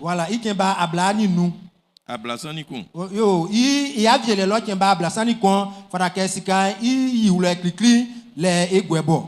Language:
Baoulé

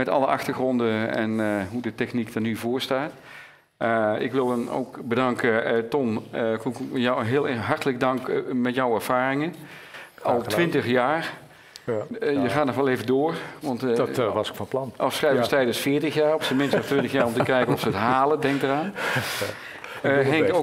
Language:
Dutch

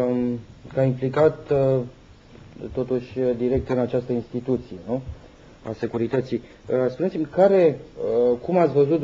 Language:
Romanian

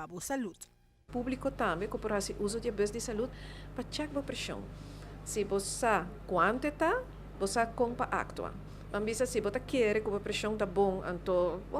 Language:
Papiamento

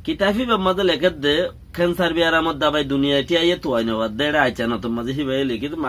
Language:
Rohingya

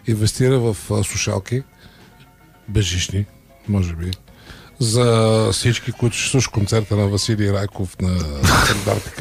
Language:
Bulgarian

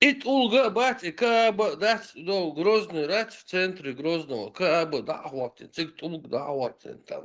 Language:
Chechen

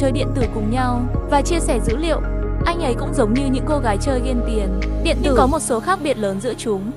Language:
Vietnamese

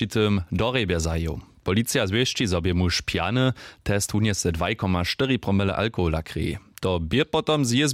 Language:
Upper Sorbian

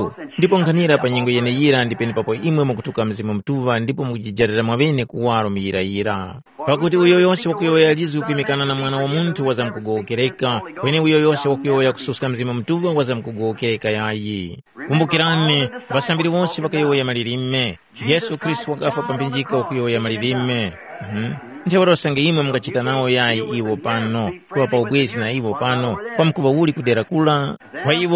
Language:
Tumbuka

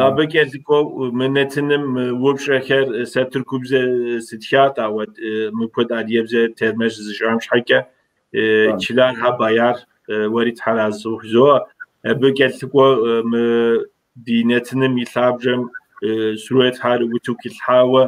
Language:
Kabardian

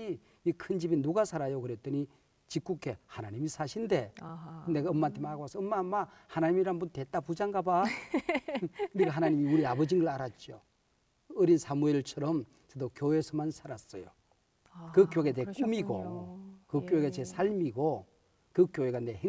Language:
Korean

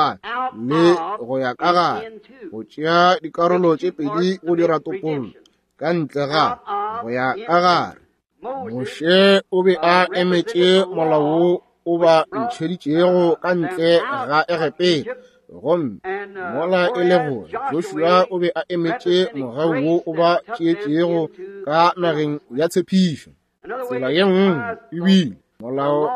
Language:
Northern Sotho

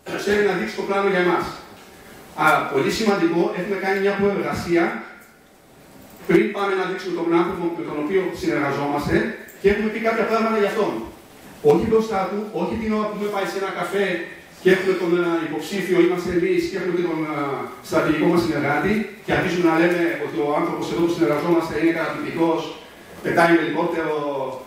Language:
Greek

